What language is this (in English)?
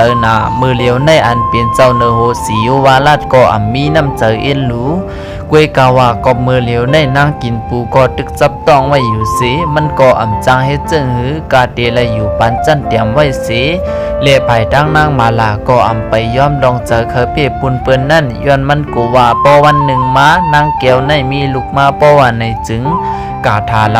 Shan